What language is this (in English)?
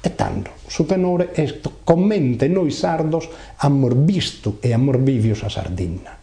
Sardinian